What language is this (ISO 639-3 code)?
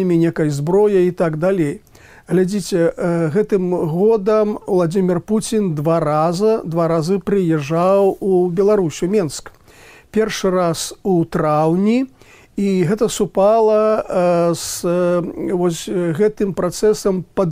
bel